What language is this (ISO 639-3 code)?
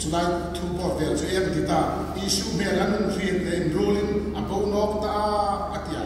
hmr